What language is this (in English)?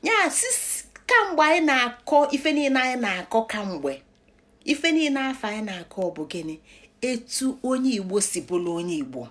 Igbo